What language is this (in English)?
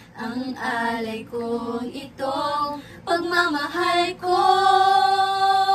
Filipino